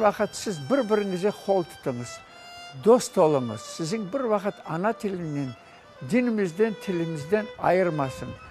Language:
Crimean Tatar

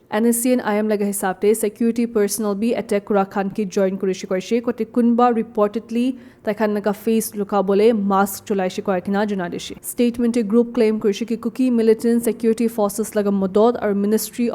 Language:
Naga Pidgin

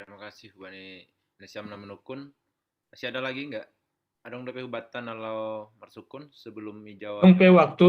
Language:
Batak Simalungun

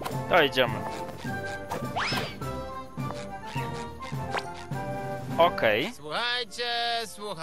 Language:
Polish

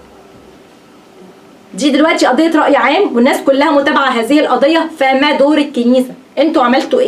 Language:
Egyptian Arabic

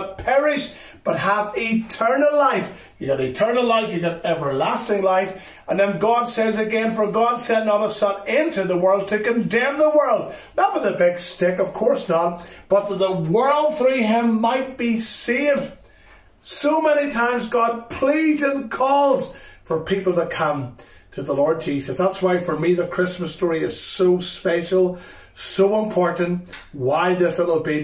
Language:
English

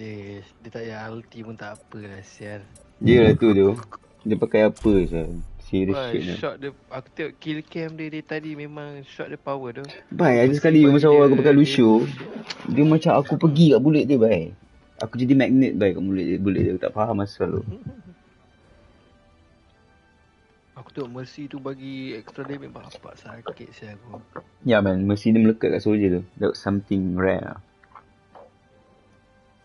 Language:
Malay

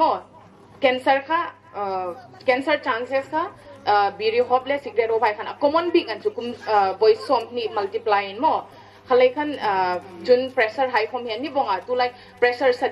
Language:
Hmar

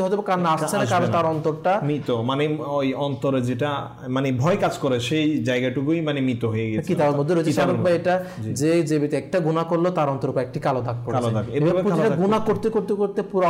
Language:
Bangla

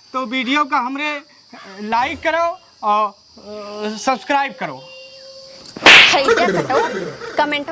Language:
Awadhi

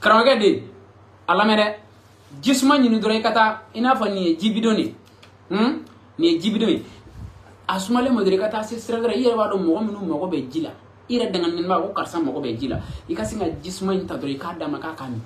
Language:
Bambara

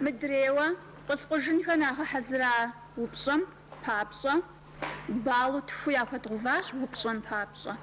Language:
Kabardian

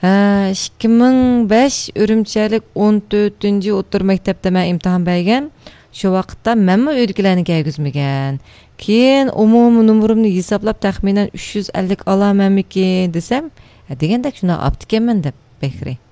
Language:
Uyghur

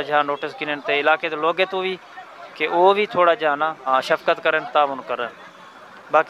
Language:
Saraiki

